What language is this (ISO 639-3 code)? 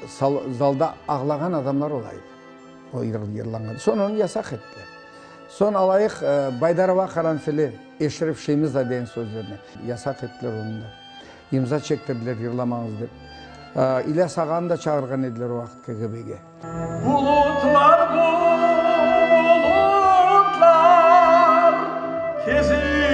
crh